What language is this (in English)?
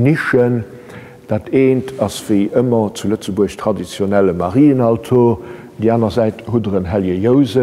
Luxembourgish